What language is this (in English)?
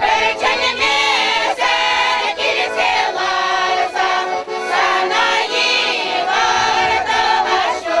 Chuvash